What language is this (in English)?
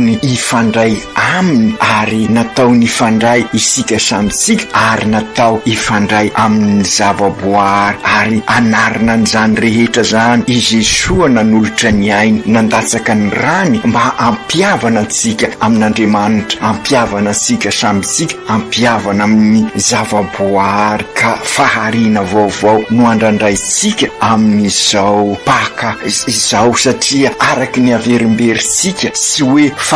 Malagasy